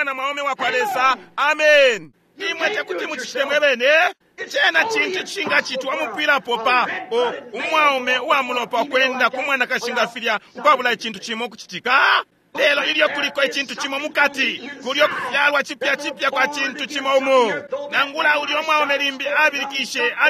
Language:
Bemba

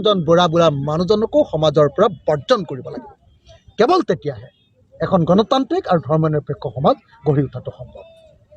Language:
Assamese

